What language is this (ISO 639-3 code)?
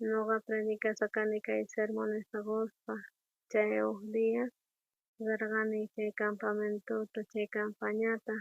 quh